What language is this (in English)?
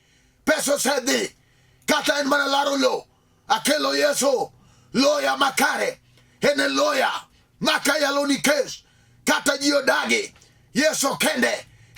Luo (Kenya and Tanzania)